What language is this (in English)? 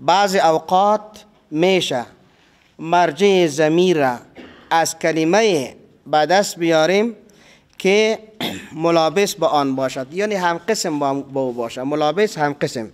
Persian